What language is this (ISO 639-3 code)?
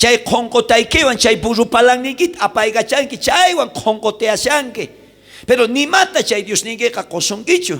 quh